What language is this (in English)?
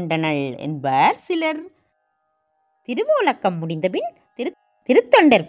Tamil